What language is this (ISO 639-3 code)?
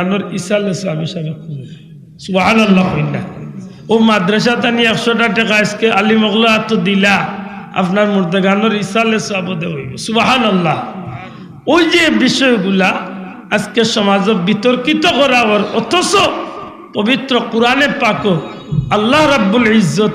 syl